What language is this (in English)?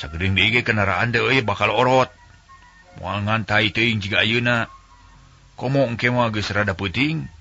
Sundanese